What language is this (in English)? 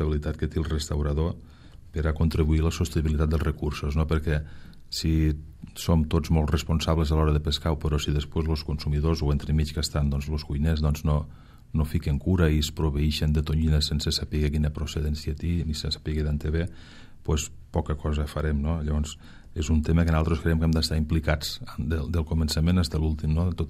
Catalan